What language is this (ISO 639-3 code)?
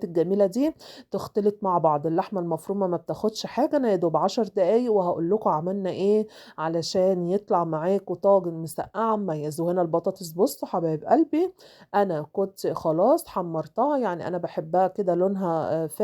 arz